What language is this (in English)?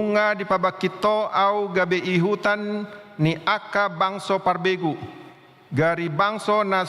Batak Toba